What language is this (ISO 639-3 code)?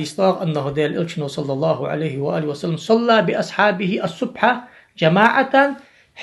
inh